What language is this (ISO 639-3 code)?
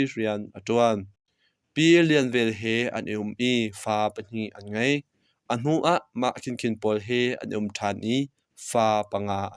cnh